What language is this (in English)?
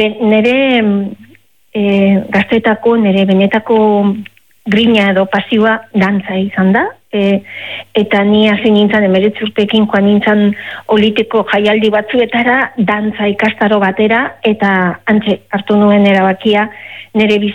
Basque